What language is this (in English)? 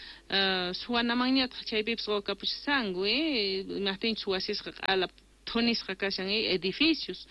Quechua